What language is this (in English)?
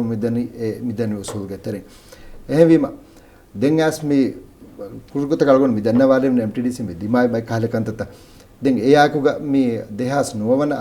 Divehi